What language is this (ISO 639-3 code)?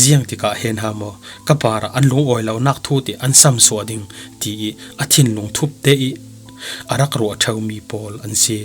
cfm